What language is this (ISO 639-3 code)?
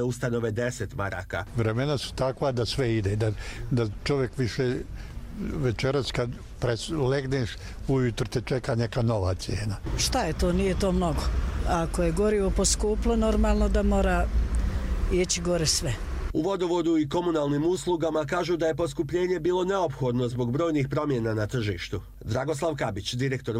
hrv